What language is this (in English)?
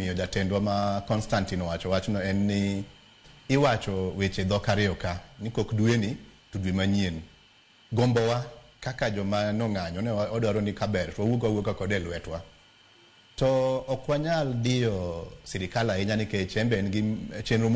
Luo (Kenya and Tanzania)